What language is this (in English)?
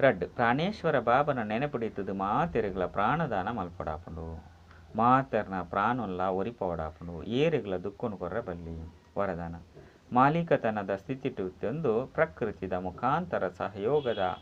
Tulu